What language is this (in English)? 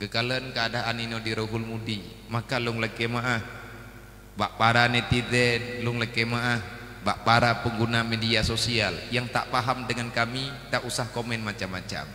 Achinese